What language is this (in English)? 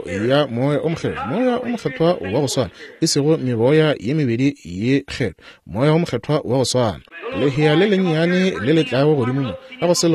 Northern Sotho